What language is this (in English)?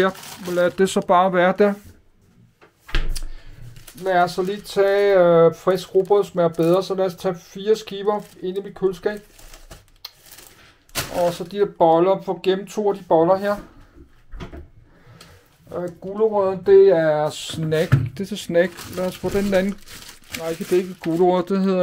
Danish